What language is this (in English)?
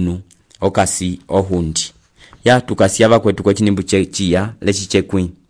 Umbundu